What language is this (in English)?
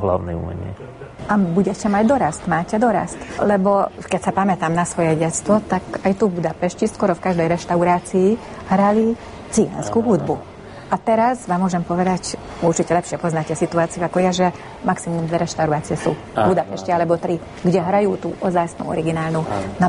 Slovak